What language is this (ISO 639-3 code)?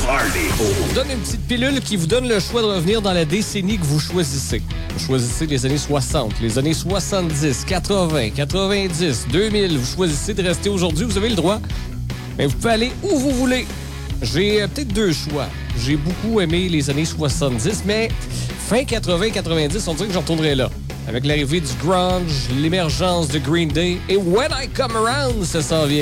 fra